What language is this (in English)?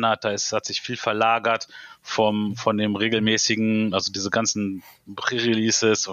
German